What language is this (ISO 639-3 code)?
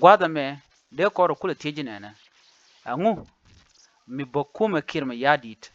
nus